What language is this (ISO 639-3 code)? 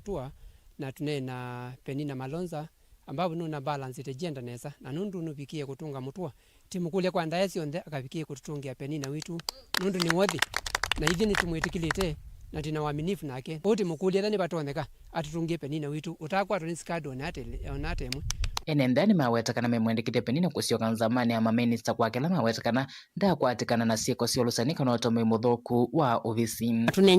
kam